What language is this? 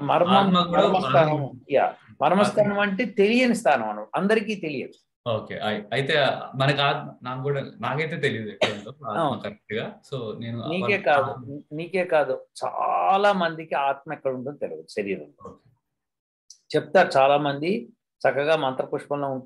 Telugu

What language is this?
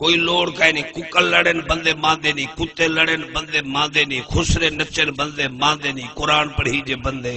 Saraiki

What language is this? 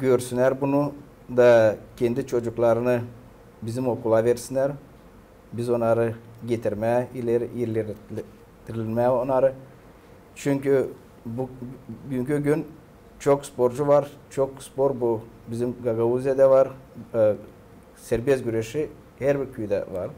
Gagauz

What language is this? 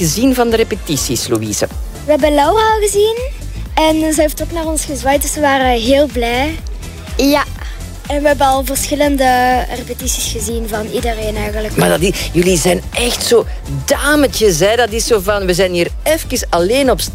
Dutch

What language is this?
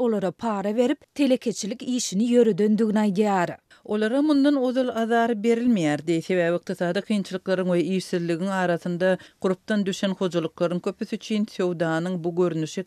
Turkmen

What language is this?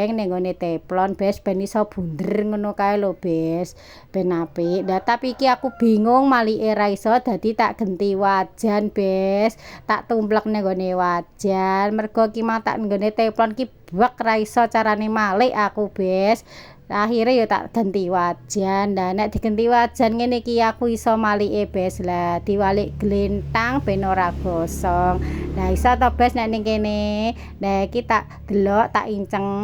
Javanese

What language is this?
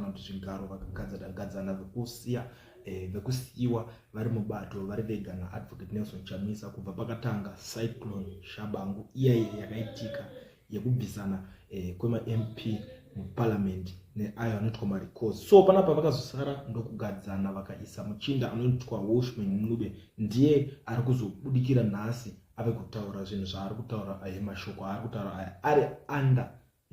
Shona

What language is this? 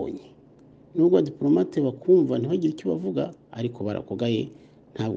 Kinyarwanda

